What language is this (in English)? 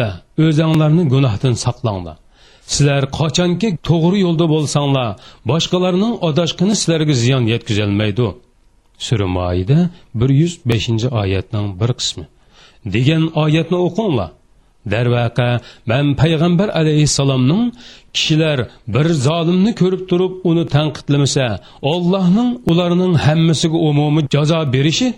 Uyghur